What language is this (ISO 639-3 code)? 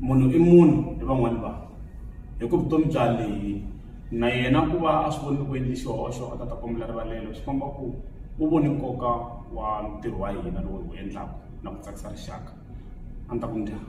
tso